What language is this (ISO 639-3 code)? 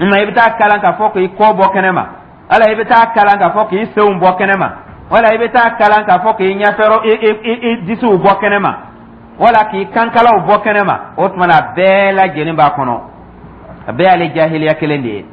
dyu